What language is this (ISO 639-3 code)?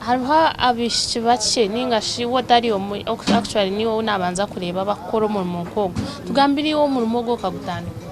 nyn